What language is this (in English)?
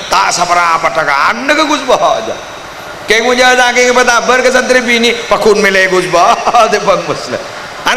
Madurese